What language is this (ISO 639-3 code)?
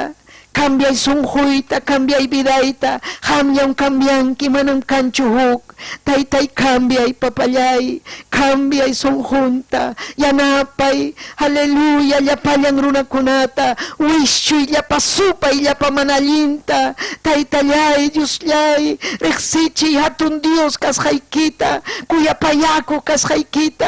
quy